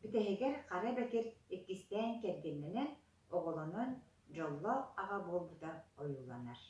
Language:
Yakut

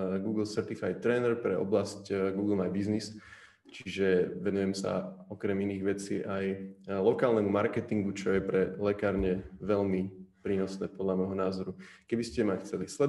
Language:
Slovak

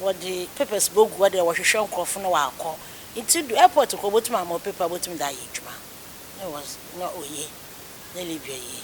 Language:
Akan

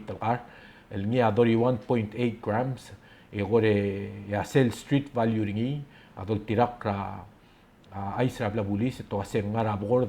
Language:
Palauan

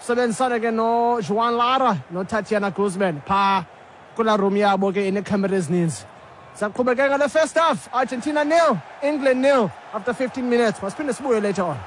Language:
Xhosa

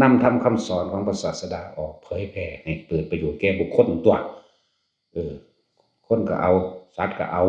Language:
Northeastern Thai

